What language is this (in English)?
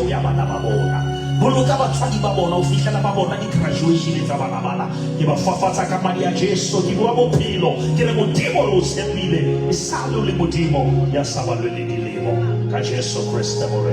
Southern Sotho